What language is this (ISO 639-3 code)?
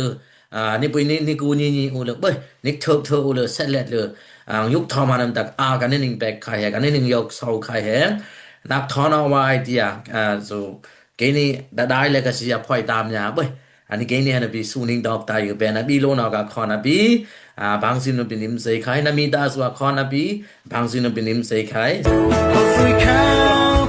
dis